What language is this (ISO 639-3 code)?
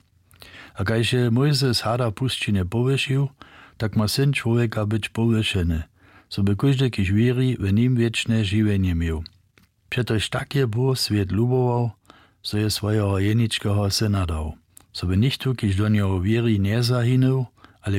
hsb